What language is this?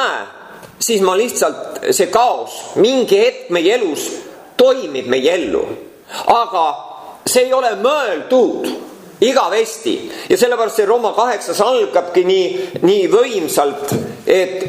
Estonian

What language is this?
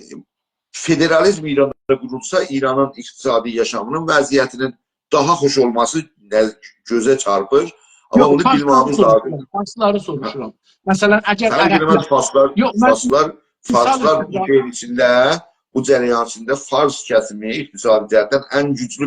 South Azerbaijani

